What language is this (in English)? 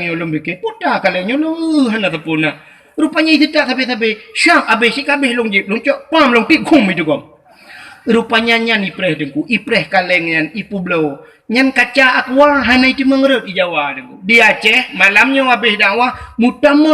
Achinese